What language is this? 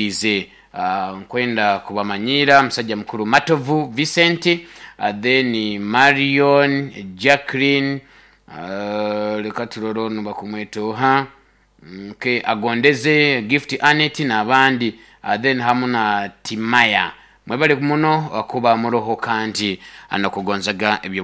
Nyoro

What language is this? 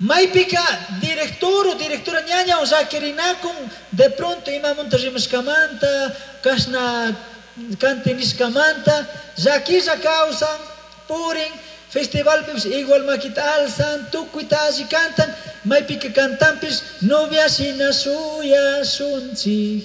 Chimborazo Highland Quichua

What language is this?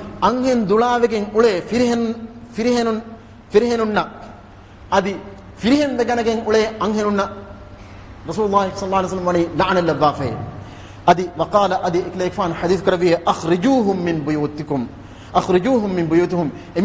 Divehi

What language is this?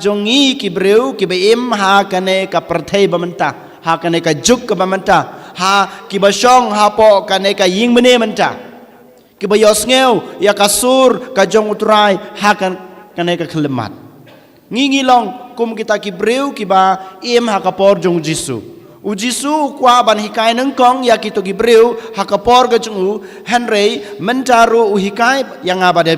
Khasi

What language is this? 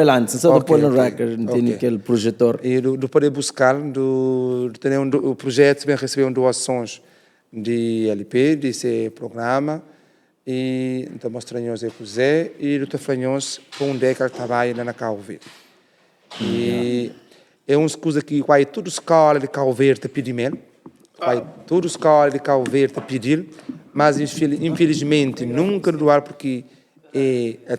Kabuverdianu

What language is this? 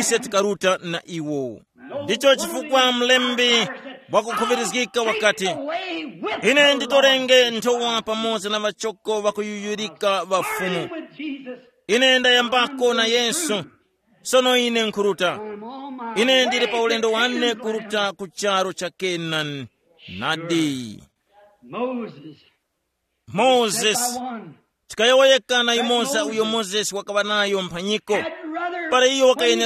Tumbuka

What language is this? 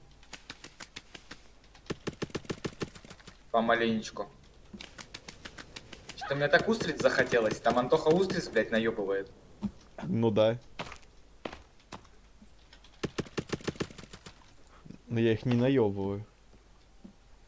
Russian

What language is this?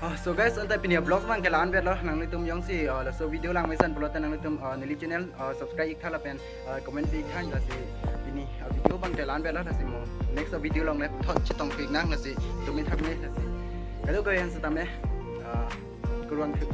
Karbi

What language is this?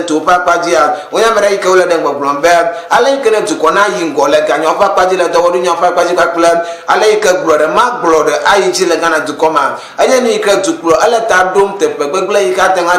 Ewe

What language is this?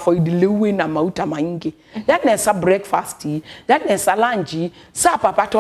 Kamba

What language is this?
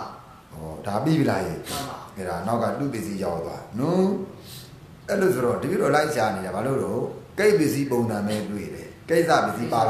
Burmese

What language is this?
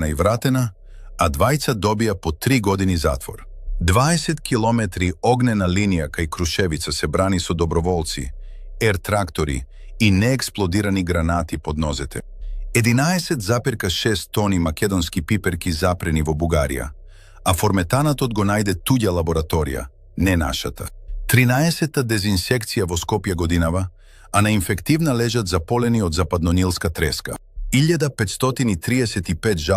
Macedonian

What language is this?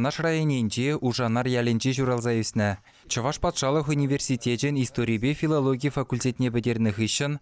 Chuvash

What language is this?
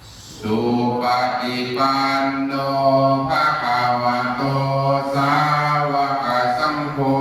Pali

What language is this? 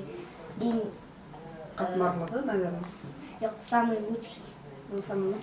Bashkir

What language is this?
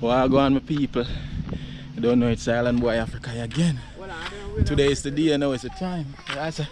Jamaican Creole English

